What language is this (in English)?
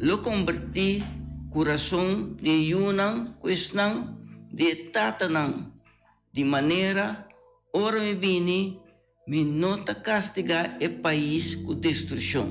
Papiamento